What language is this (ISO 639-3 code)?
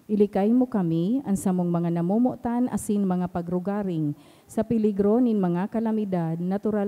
bik